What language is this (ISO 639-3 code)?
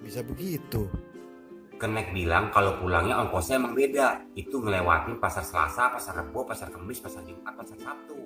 bew